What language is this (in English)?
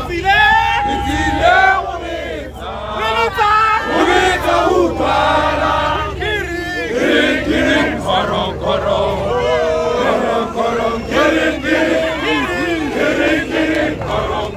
Tswana